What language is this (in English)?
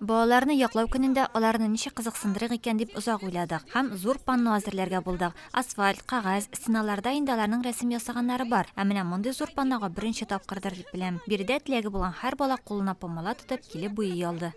Tatar